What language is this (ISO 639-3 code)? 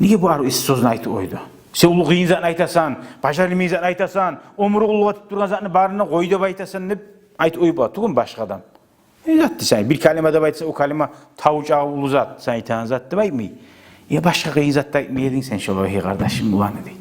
kum